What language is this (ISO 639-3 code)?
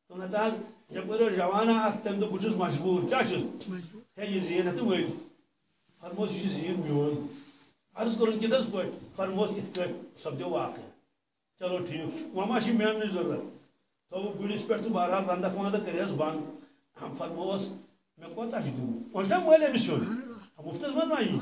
kas